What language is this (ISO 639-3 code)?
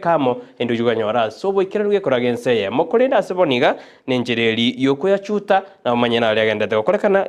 guz